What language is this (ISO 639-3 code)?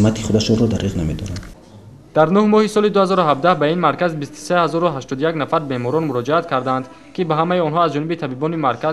tgk